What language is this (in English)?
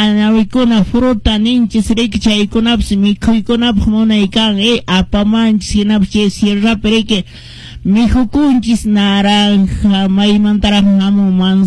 Quechua